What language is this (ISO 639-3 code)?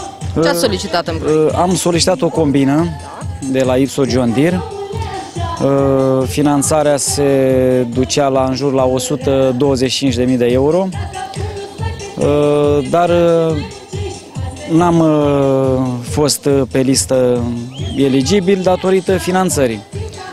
ron